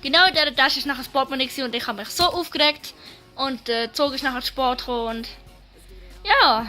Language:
Swiss German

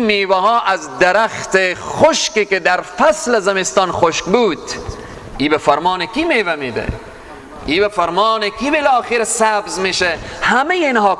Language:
Persian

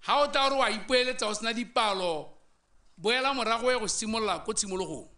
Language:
Tswana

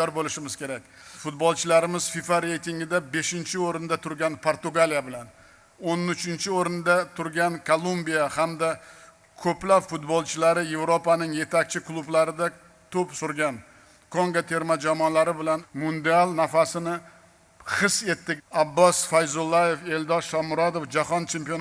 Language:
Uzbek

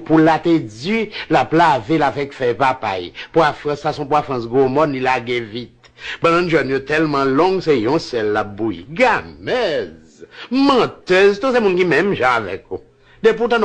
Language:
Haitian Creole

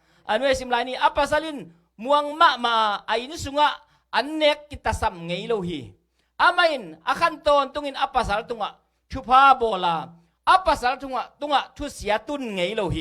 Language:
Tedim Chin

